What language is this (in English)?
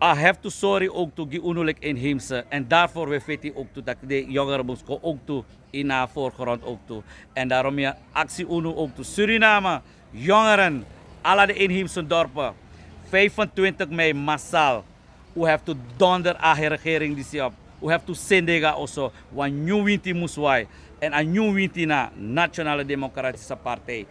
Sranan Tongo